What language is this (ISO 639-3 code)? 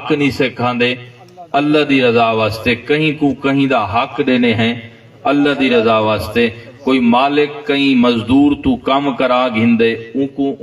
skr